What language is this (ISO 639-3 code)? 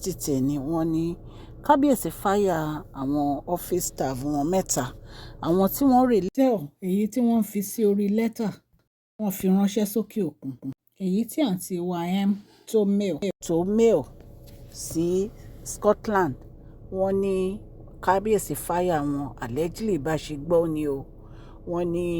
yor